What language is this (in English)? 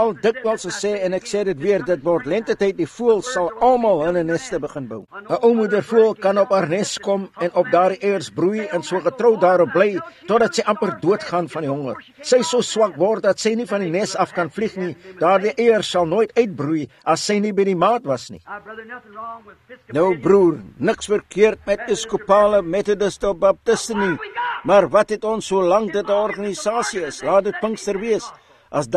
Afrikaans